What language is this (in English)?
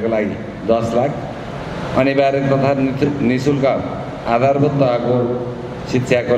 Nepali